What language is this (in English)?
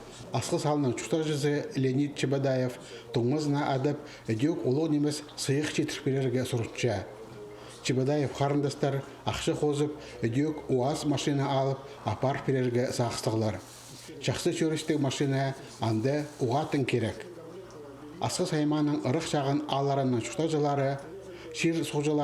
Khakas